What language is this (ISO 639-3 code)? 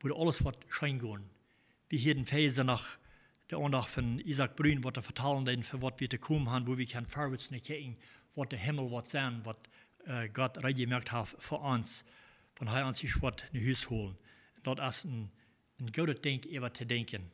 pdt